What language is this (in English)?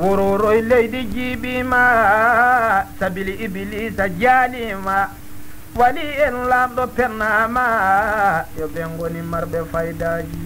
Fula